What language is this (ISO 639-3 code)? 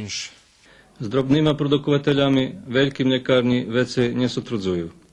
rue